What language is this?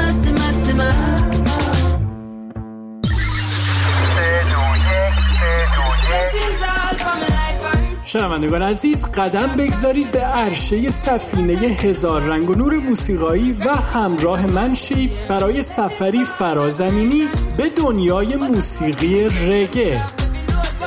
Persian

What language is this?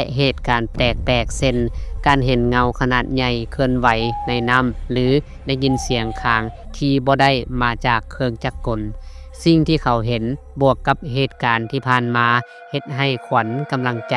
Lao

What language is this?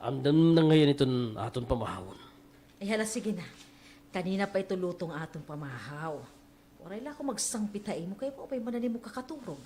Waray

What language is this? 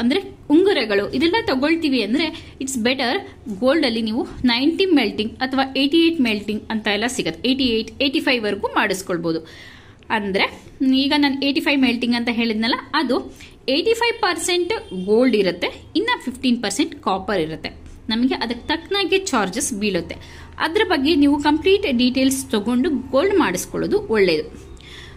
Kannada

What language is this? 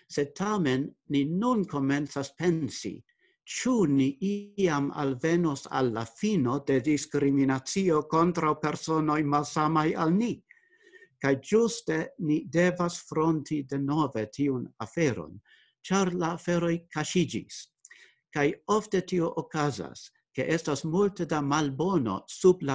Esperanto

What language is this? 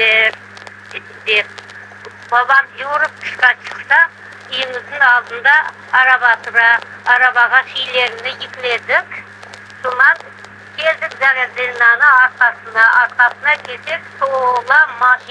Crimean Tatar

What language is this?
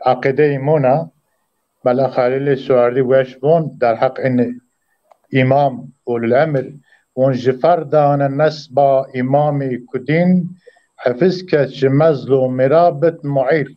Zaza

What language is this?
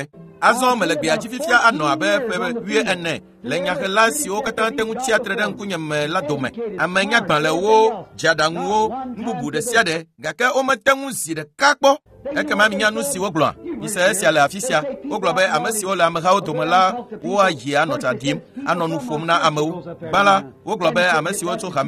Ewe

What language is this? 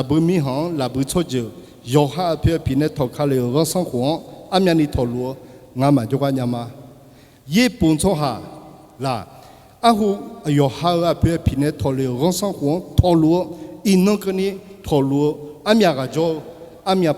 Akha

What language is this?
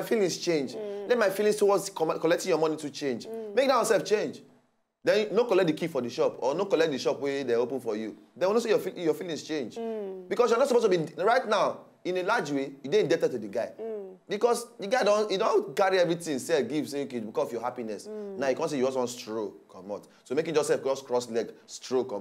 Nigerian Pidgin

